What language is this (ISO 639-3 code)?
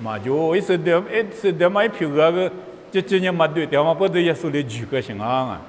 lis